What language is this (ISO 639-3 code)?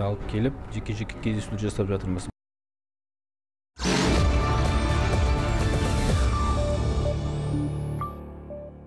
kaz